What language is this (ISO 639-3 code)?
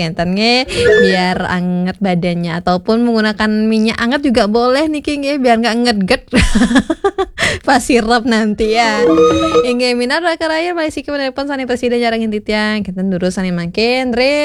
ban